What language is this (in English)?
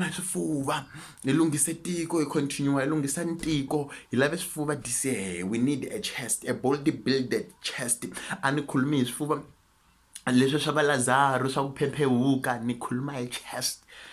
Tsonga